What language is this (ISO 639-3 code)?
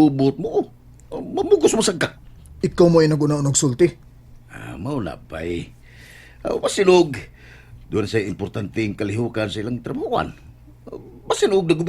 ceb